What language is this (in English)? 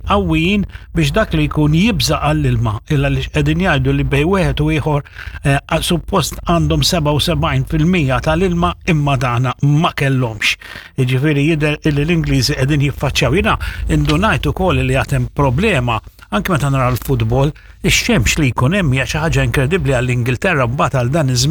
Maltese